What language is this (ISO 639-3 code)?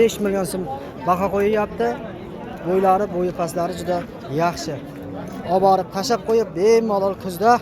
uzb